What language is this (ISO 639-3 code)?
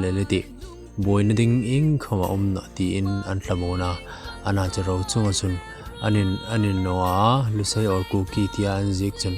hmr